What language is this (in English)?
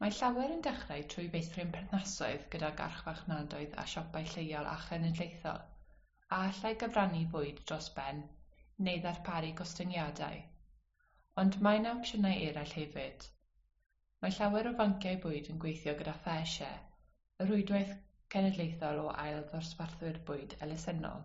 Welsh